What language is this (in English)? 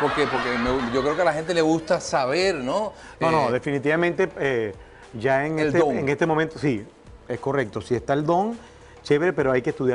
Spanish